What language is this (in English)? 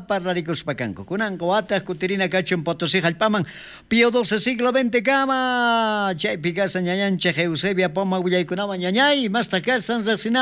South Bolivian Quechua